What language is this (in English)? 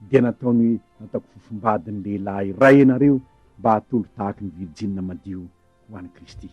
Malagasy